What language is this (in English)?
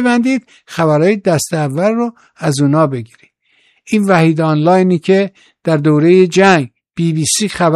Persian